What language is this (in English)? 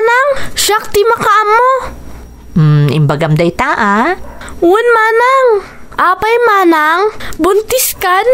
Iloko